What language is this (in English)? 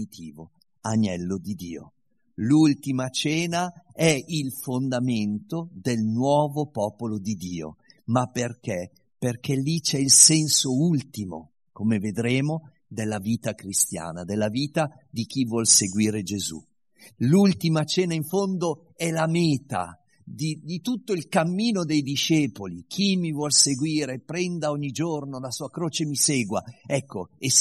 Italian